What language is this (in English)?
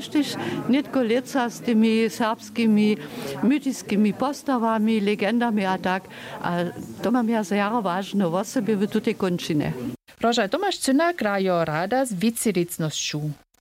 Upper Sorbian